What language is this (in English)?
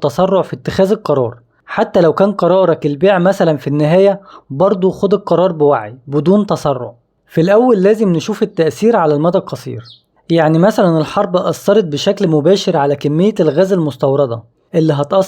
Egyptian Arabic